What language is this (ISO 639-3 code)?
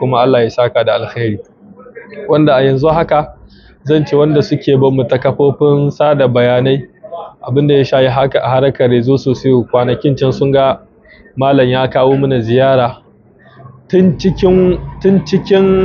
hau